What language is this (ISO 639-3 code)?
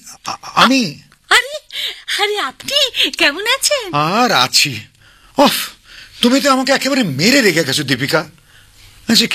ben